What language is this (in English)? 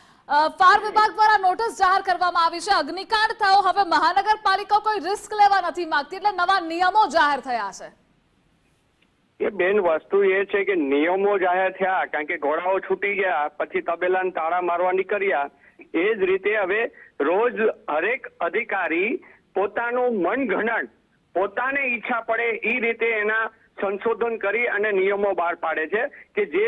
Gujarati